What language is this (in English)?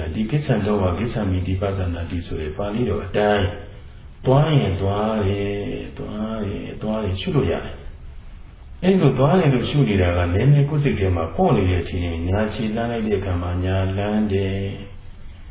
Burmese